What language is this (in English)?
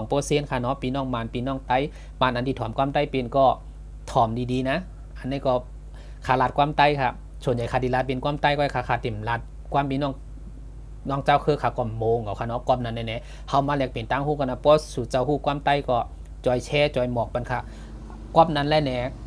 Shan